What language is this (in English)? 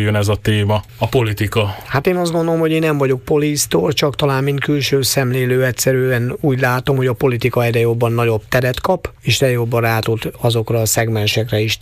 Hungarian